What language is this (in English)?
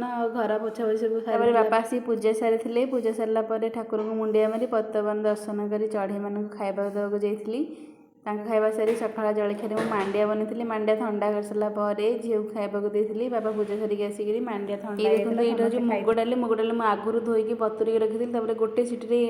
Odia